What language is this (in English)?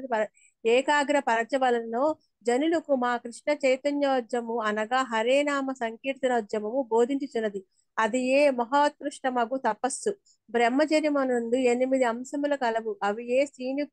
Telugu